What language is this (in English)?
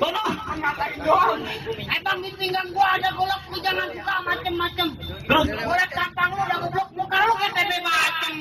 Betawi